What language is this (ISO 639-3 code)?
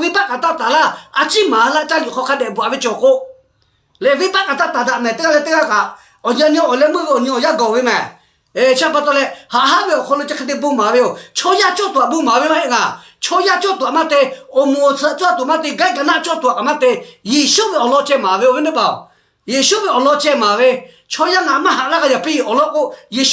lhu